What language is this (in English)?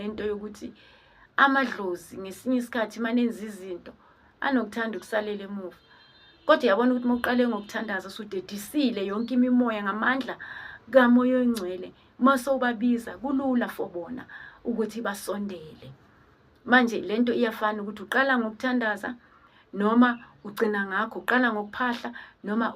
Zulu